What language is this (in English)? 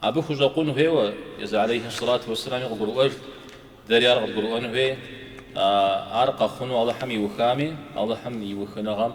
Kabardian